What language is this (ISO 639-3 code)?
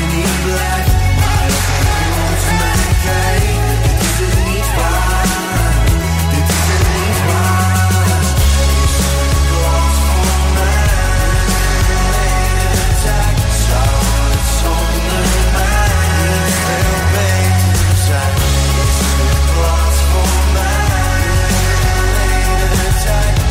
nld